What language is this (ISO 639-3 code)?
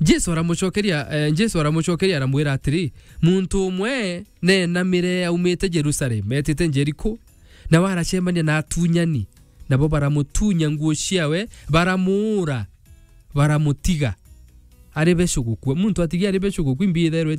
mer